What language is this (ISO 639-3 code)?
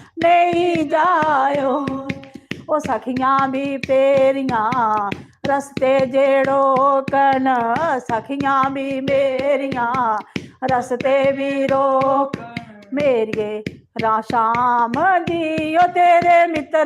doi